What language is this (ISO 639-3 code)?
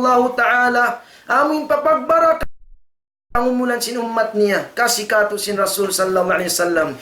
tsg